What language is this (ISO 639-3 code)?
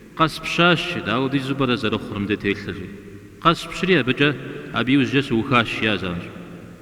kbd